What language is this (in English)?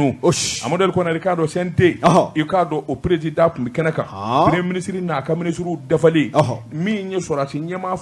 Bambara